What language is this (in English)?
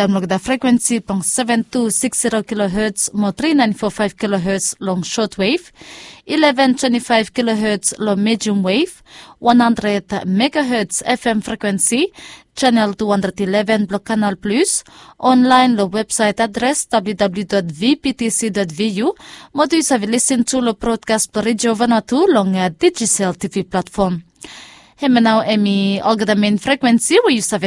Bislama